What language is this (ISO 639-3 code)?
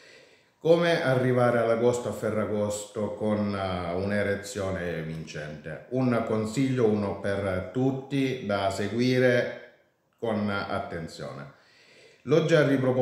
ita